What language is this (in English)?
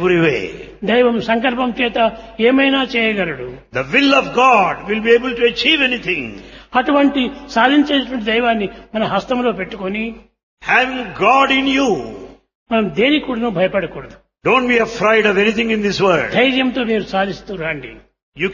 Telugu